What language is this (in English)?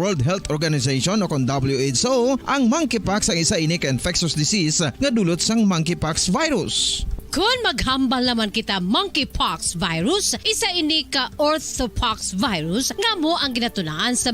Hiligaynon